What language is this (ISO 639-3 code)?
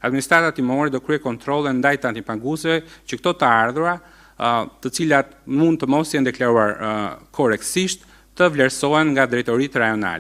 sqi